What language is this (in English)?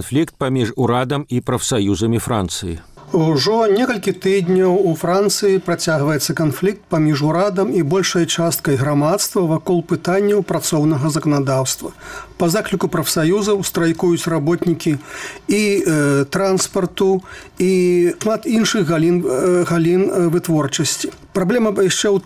Belarusian